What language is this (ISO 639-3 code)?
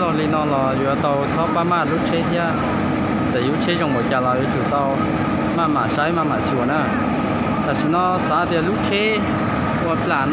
hmn